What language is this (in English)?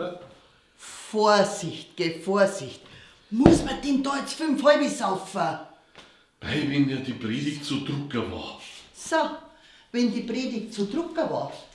Bavarian